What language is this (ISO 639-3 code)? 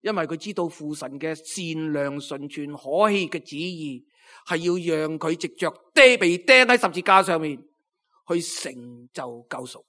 yue